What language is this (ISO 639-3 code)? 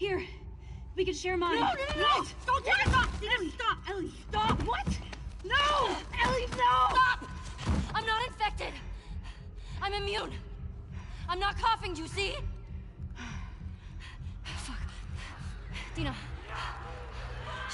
eng